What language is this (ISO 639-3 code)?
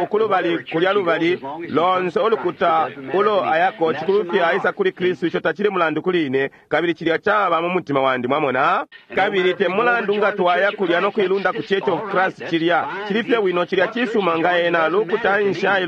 bem